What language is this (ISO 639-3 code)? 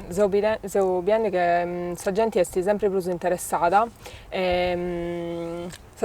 srd